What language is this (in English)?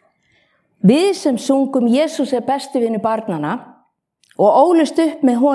Icelandic